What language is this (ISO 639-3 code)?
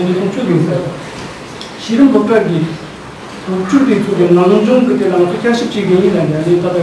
bod